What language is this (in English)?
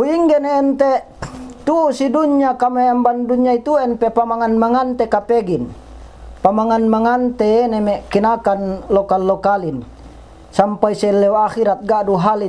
Yakan